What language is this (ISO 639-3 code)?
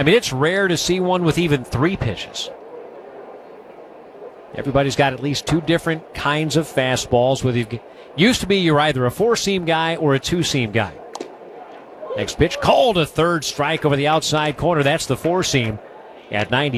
eng